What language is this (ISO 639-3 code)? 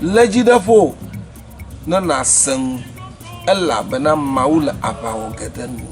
ewe